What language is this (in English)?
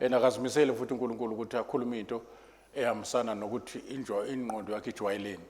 Zulu